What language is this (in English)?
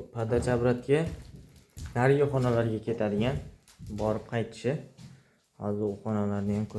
Uzbek